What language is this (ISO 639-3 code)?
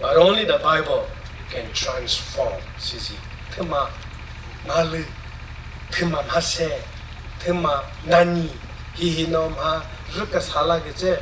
nri